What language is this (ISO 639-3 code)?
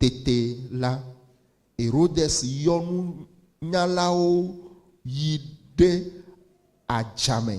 ewe